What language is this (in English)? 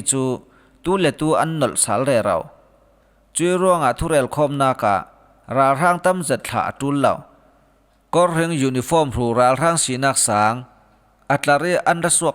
Falam Chin